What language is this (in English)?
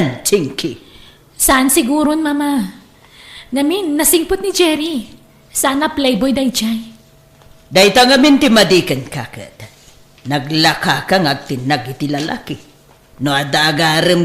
Iloko